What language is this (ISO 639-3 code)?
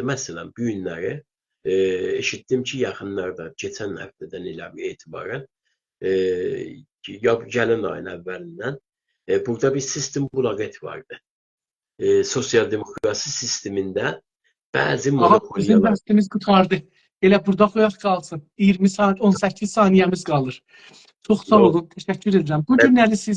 azb